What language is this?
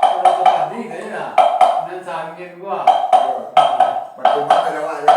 Minangkabau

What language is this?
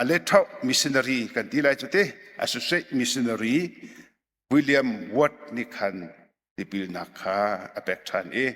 Hakha Chin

